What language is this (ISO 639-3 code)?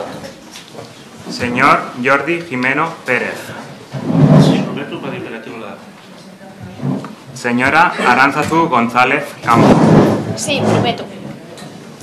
cat